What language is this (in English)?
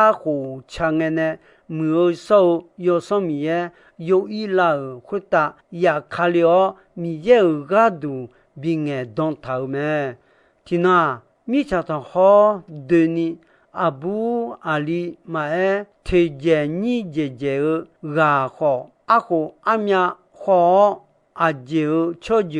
Akha